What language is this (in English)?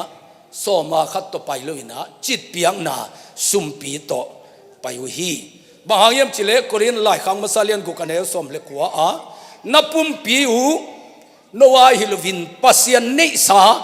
Tedim Chin